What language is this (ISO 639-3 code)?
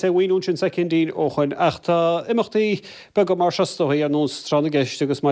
gle